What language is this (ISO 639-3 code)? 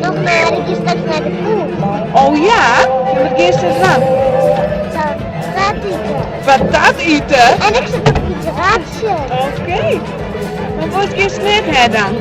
fry